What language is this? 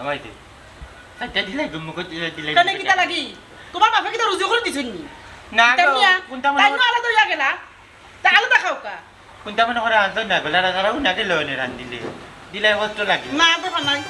Sylheti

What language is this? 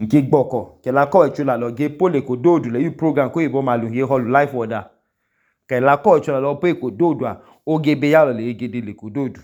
Idoma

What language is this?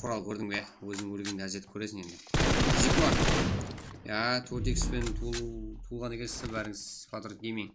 Kara-Kalpak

